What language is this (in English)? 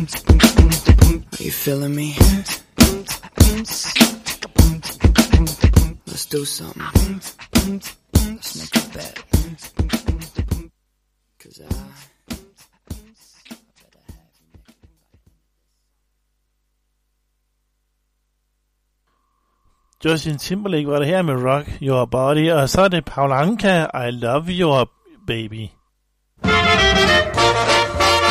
Danish